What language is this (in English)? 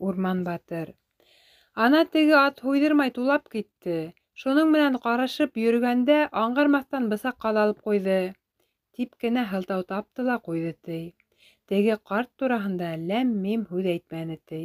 Bashkir